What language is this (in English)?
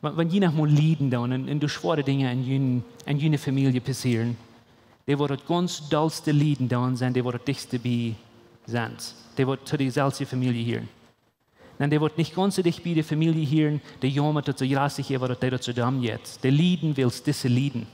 Plautdietsch